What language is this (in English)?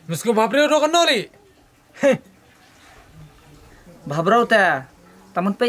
Khasi